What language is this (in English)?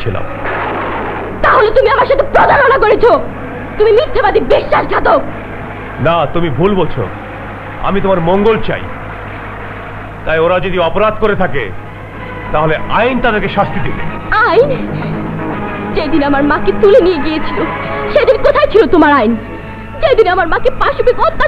Bangla